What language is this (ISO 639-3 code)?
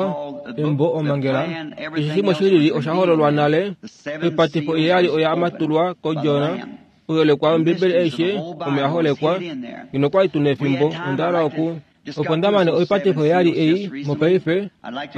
kua